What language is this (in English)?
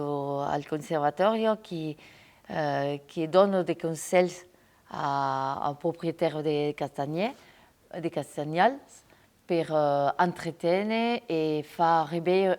Occitan